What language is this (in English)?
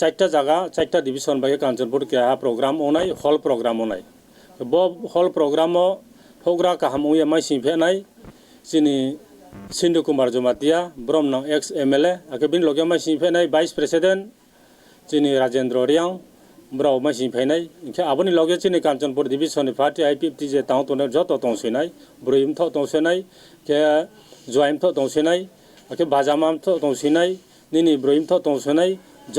Riang (India)